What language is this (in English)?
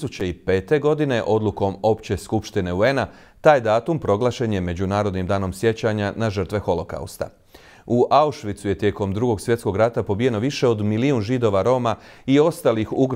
Croatian